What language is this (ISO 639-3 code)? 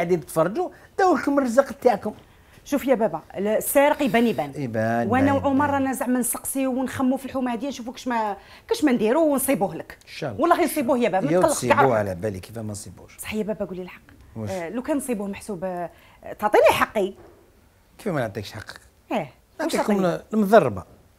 arq